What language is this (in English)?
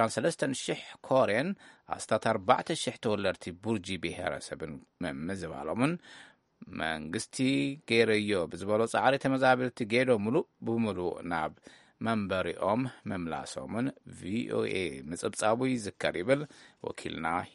Tigrinya